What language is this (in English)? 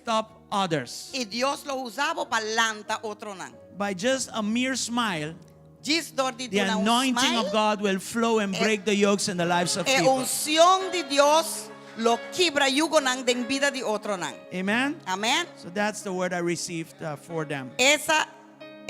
Papiamento